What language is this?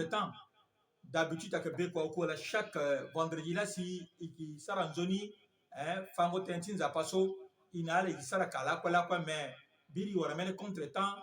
Sango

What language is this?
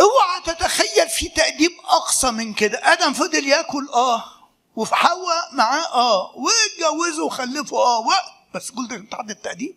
Egyptian Arabic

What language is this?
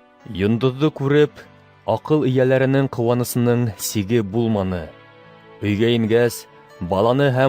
Bashkir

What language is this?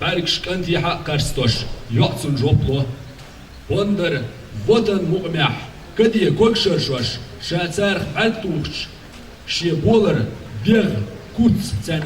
Chechen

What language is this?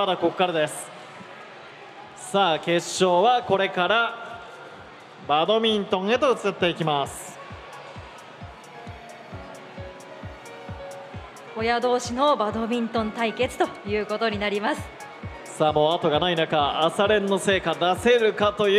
Japanese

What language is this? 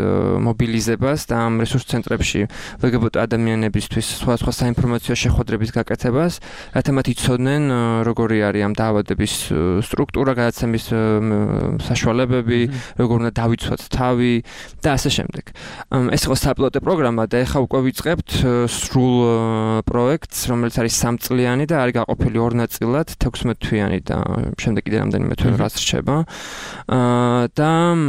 Georgian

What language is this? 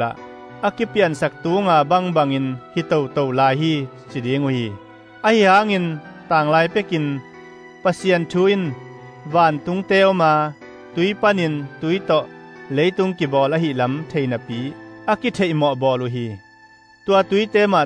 Tedim Chin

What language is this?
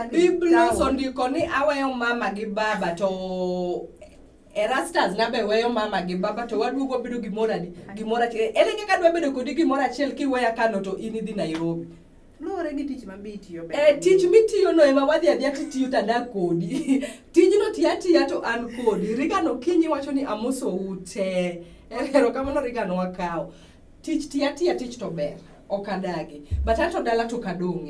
Luo (Kenya and Tanzania)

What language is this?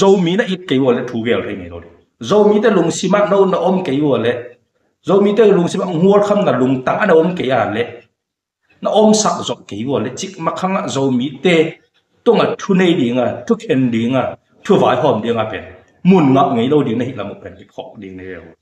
Tedim Chin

